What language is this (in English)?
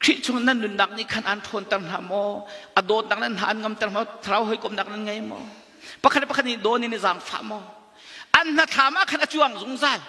Hakha Chin